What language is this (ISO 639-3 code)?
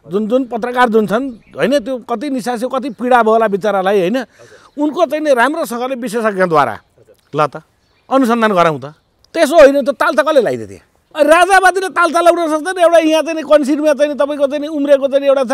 nep